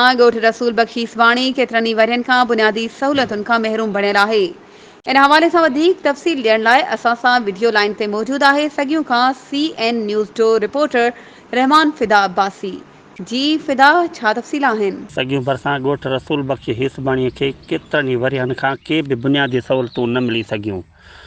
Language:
Sindhi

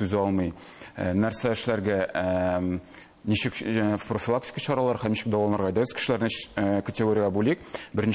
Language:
Tatar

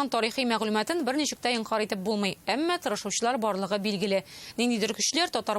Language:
Tatar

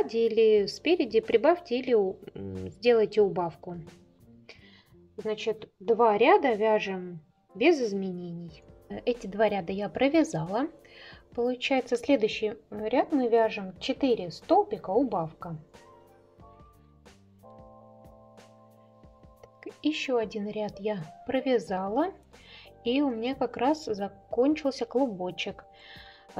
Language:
Russian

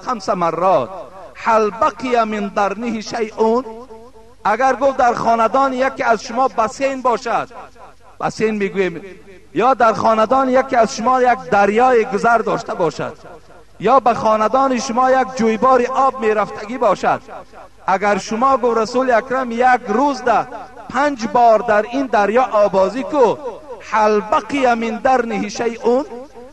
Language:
Tajik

